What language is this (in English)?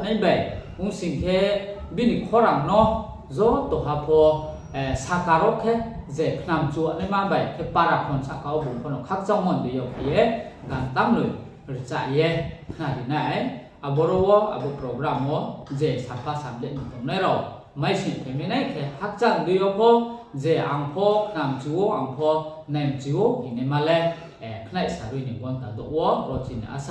Riang (India)